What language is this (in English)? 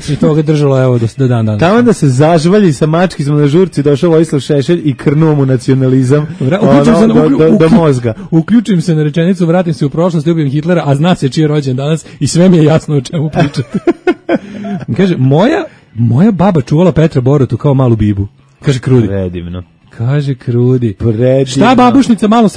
Serbian